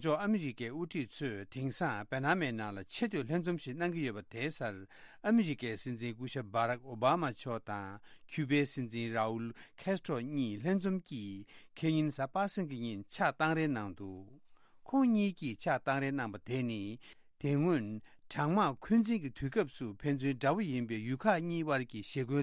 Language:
Tibetan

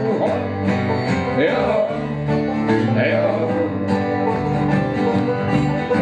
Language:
Czech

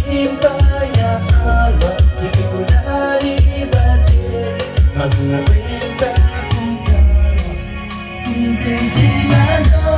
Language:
Kabuverdianu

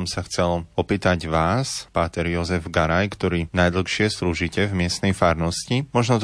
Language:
Slovak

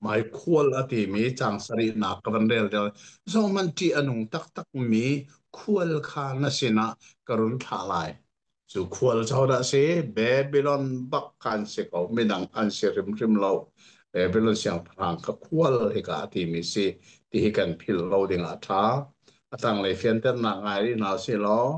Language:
Hakha Chin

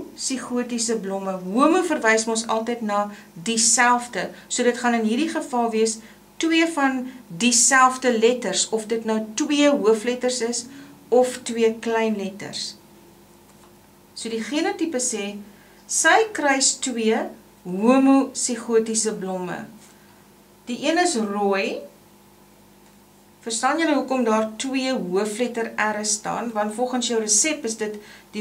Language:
Afrikaans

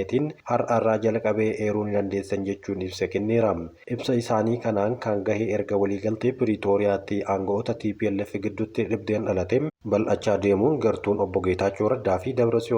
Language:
Oromo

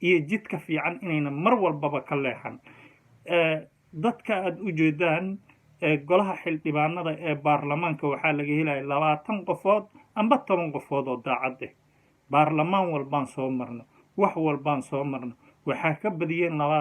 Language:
Somali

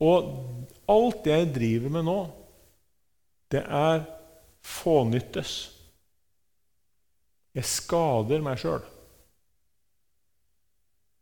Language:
Norwegian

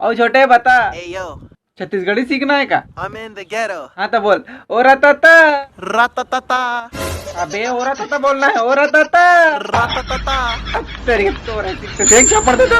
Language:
Chhattisgarhi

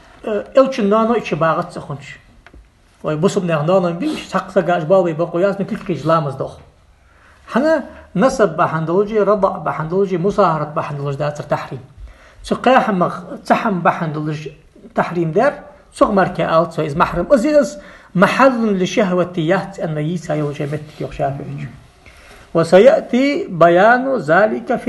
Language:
Ingush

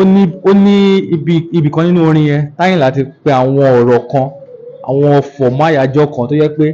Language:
Yoruba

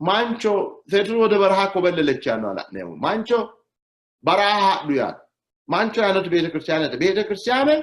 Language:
Sidamo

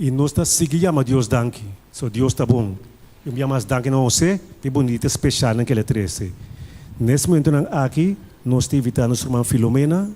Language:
Papiamento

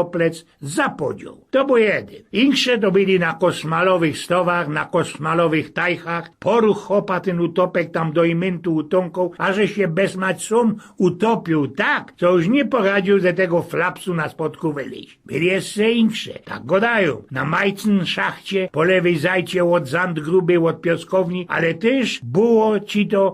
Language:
Silesian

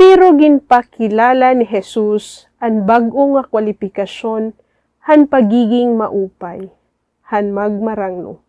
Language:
Waray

